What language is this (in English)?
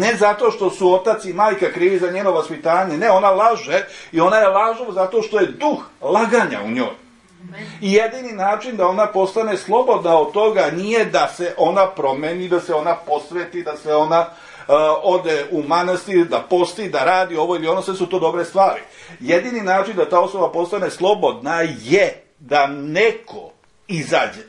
Serbian